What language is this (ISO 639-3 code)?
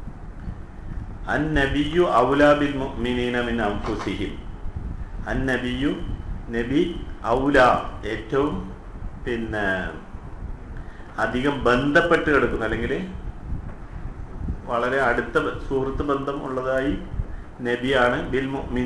mal